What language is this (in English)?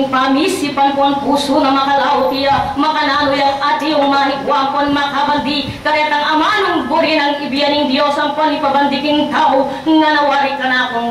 Pampanga